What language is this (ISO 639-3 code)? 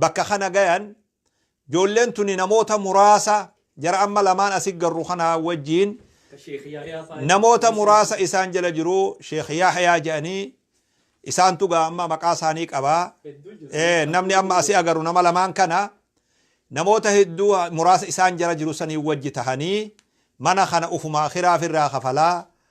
orm